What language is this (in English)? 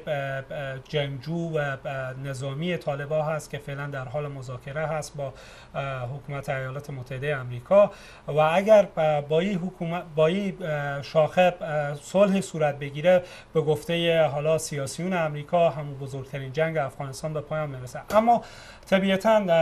Persian